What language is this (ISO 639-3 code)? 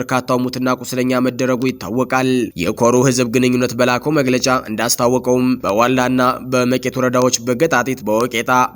amh